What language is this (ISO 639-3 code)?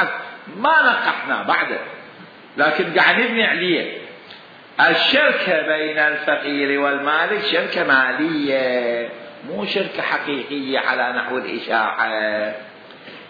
acm